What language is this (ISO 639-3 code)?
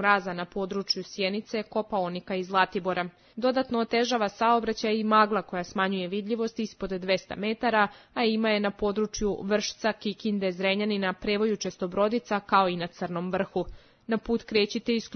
srp